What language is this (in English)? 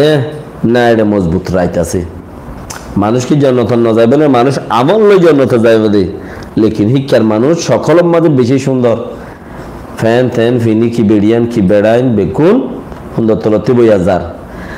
Rohingya